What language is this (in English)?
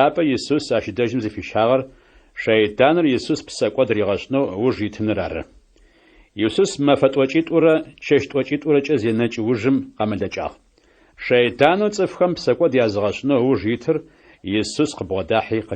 Adyghe